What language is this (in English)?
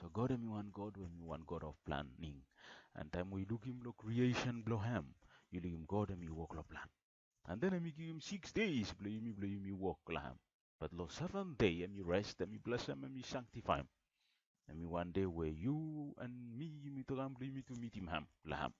Bislama